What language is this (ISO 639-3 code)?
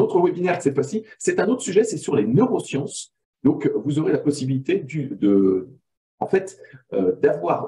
fra